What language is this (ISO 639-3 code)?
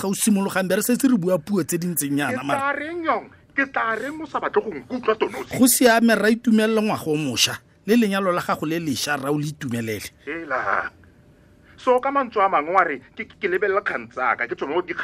tsn